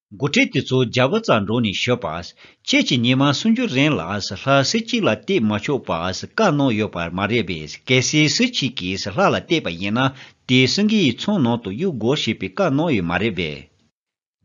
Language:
Tibetan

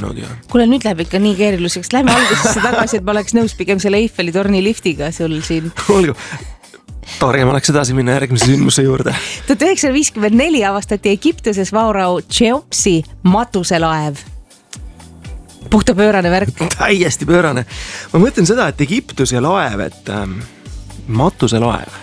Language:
Estonian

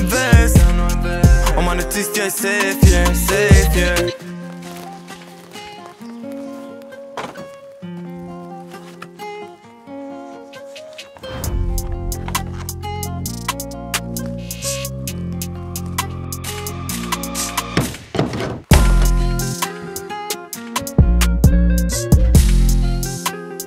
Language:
Swedish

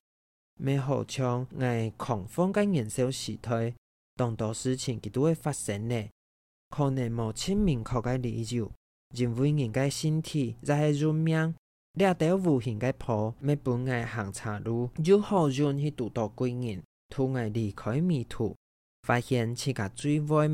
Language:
Hakka Chinese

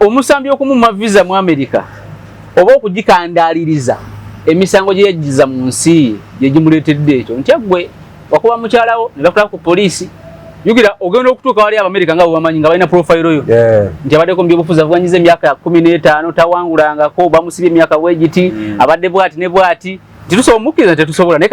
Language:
Ganda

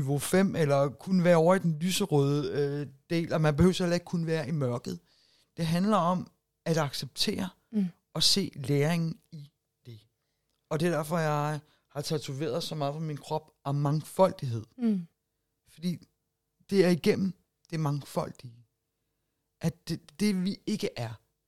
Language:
Danish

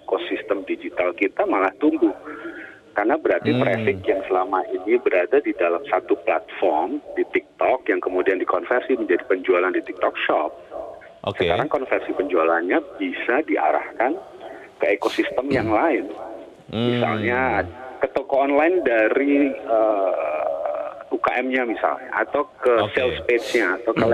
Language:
Indonesian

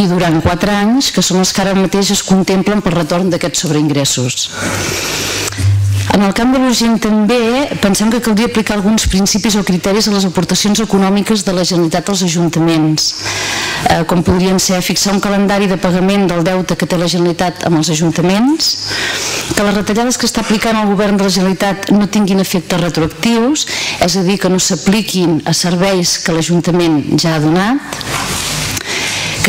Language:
Catalan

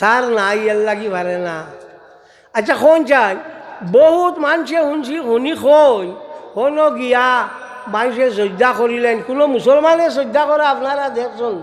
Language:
Sylheti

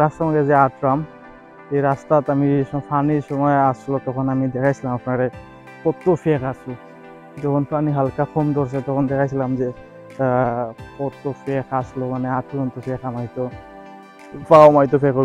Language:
Sylheti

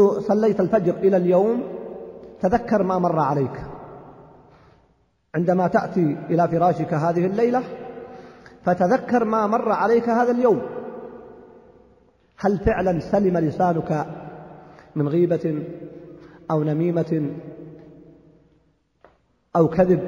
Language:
Arabic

